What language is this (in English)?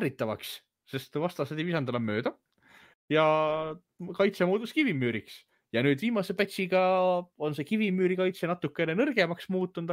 Estonian